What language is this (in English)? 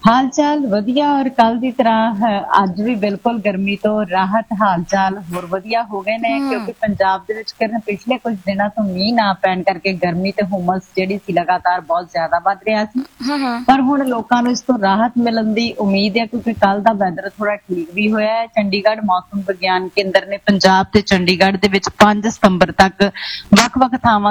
Punjabi